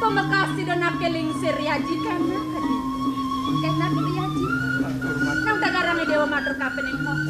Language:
Balinese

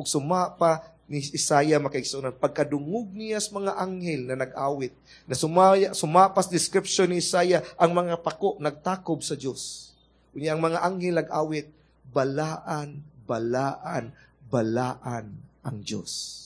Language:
Cebuano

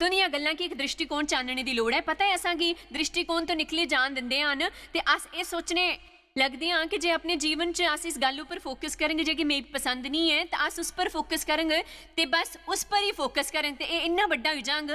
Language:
Dogri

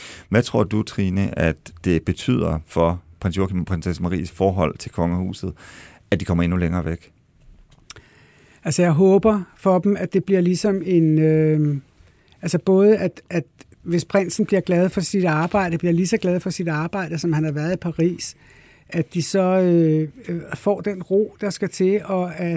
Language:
Danish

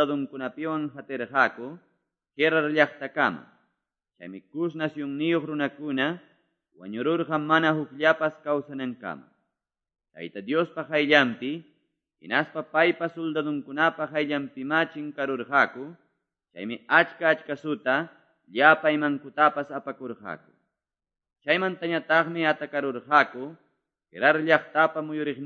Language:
Quechua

